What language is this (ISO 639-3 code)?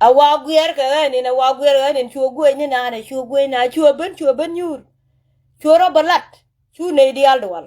nus